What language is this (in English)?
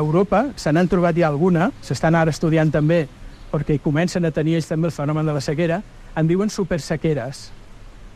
Catalan